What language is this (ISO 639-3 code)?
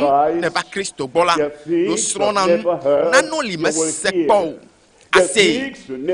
ewe